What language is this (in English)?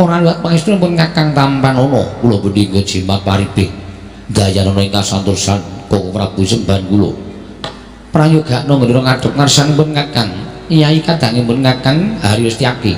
Javanese